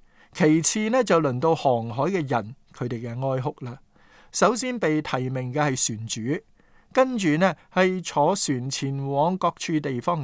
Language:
Cantonese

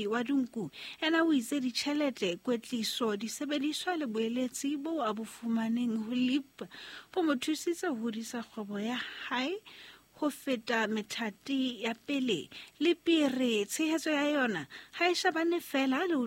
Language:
Southern Sotho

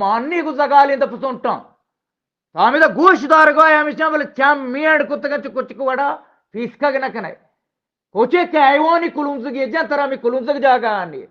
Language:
Eastern Balochi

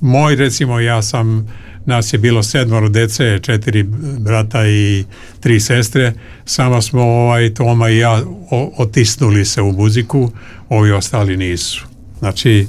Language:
Serbian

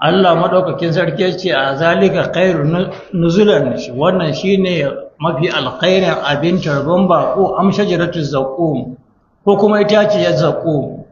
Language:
Hausa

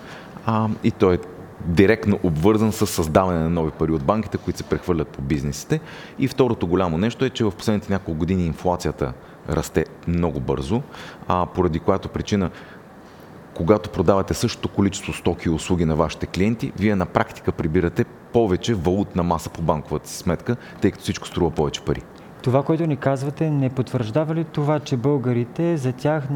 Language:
Bulgarian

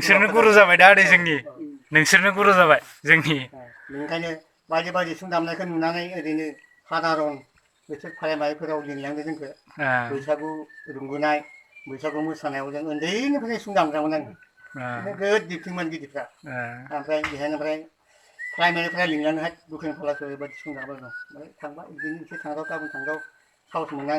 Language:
Bodo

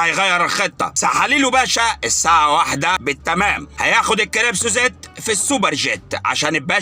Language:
Egyptian Arabic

